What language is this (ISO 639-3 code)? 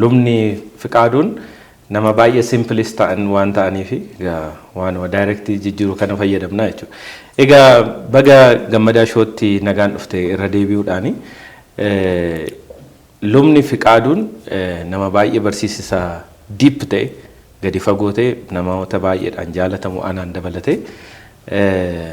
orm